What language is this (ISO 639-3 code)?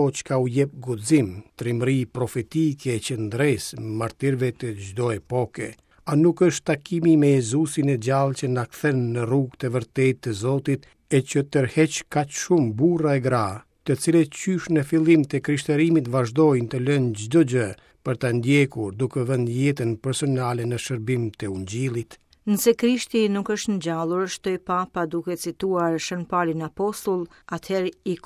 sqi